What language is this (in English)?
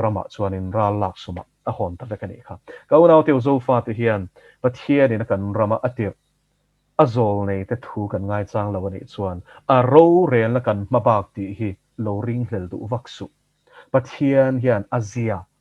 Mizo